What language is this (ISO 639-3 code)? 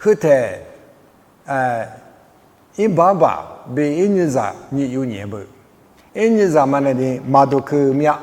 lis